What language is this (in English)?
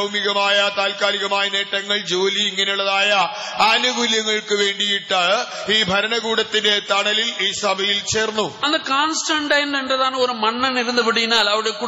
Malayalam